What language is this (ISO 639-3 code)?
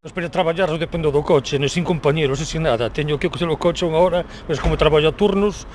glg